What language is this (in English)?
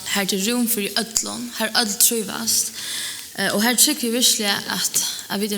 Faroese